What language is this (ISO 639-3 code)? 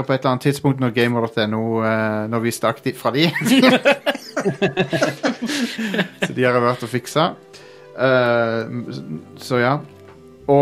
nor